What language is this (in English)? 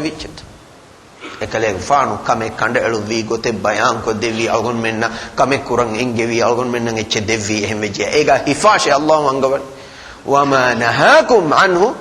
Divehi